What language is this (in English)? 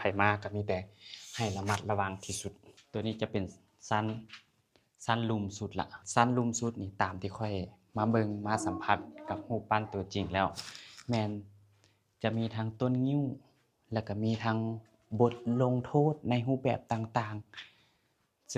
Lao